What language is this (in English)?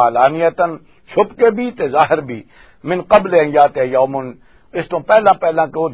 Western Panjabi